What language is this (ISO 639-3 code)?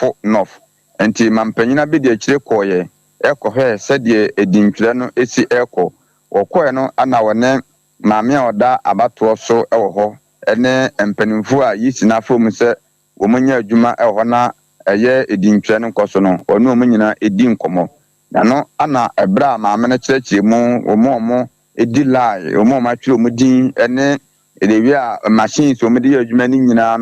aka